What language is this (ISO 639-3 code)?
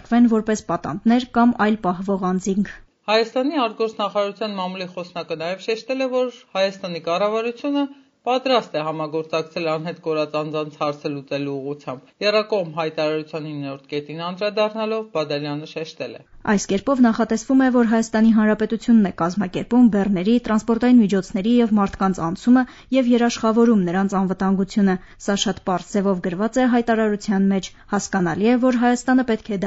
hye